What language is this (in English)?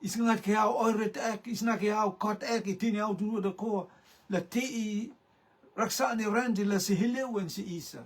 Rotuman